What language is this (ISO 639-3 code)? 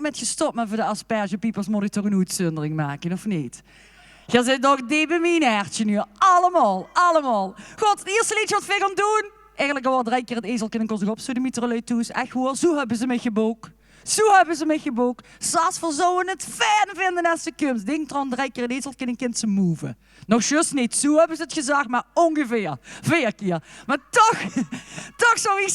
lim